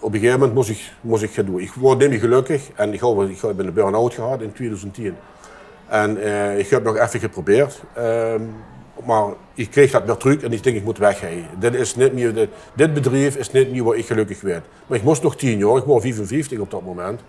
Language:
Limburgish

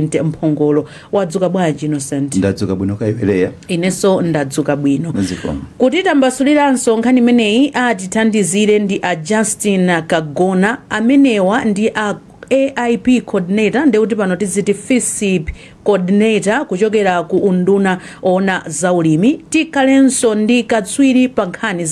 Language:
Nyanja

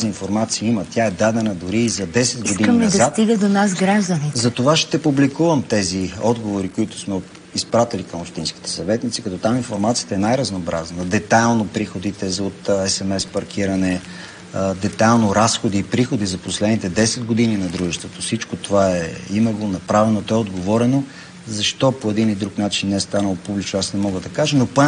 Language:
Bulgarian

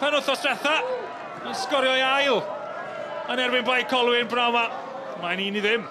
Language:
Welsh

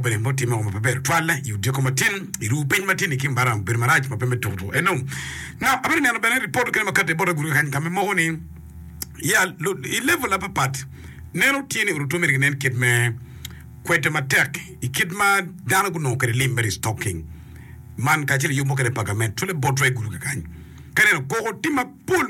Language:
Acoli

